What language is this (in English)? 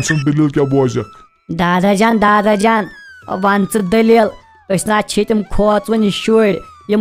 Kashmiri